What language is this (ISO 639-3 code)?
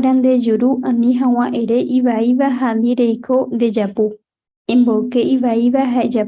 grn